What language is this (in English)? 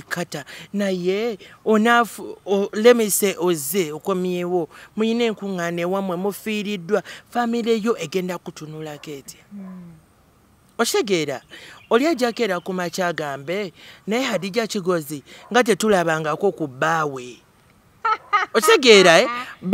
Ganda